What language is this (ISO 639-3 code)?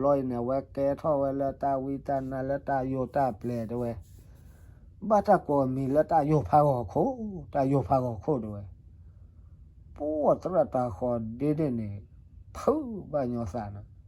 ksw